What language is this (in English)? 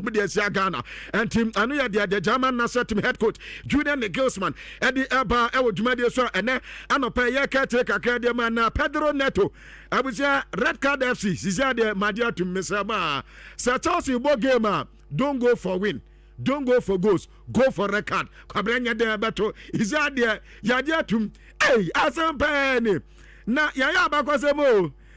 Akan